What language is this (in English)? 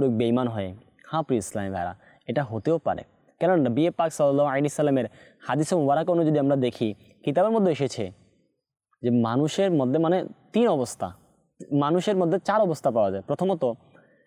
Bangla